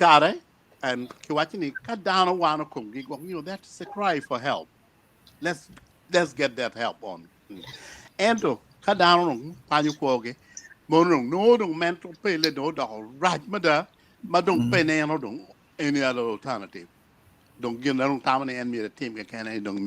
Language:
Acoli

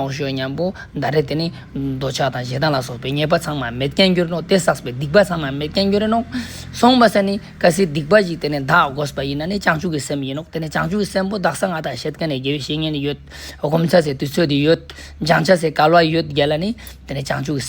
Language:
Ladakhi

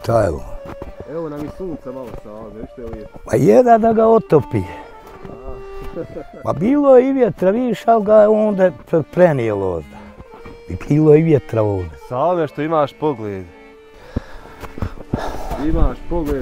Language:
Bosnian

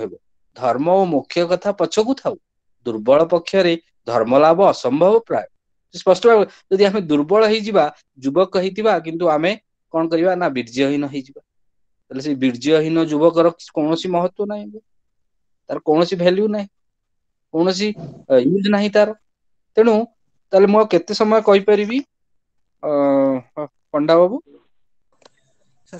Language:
Odia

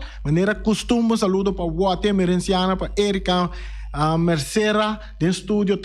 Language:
Papiamento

